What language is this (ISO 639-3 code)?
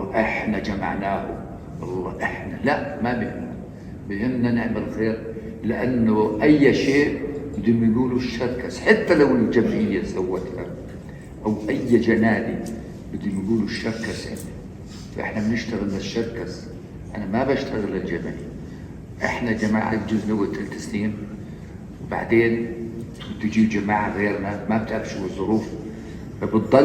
apc